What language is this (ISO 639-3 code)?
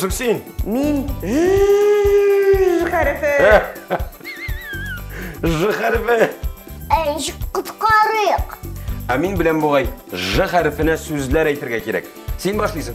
tat